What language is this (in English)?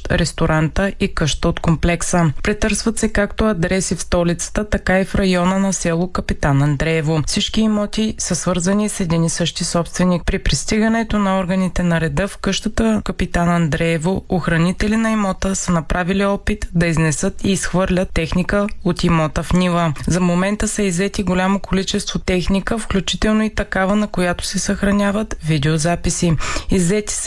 Bulgarian